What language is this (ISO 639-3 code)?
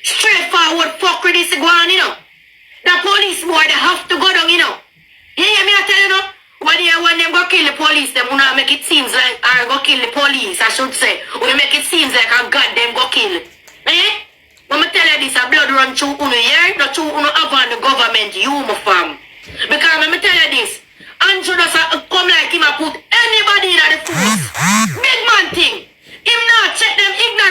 jam